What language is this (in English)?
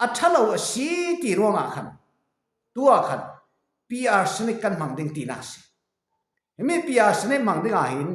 Falam Chin